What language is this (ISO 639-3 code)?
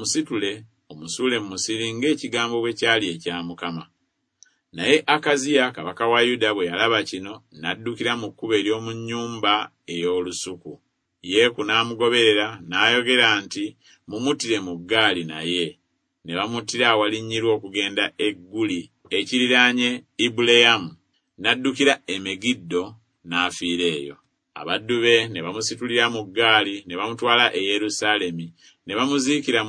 lug